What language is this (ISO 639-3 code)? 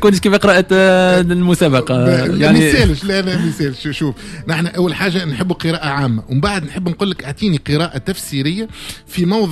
aeb